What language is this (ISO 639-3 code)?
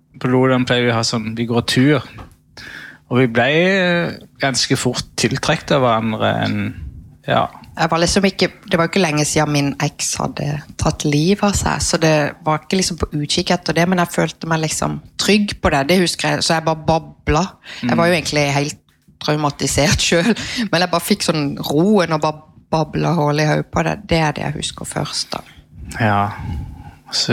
nor